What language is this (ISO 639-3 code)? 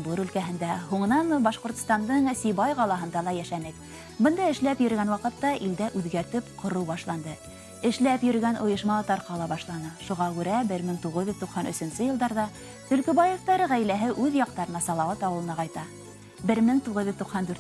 bak